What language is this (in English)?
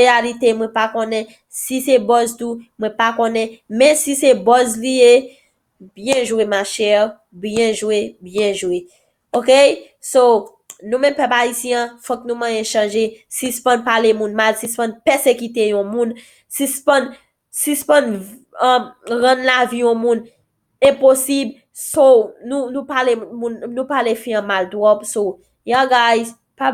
Haitian Creole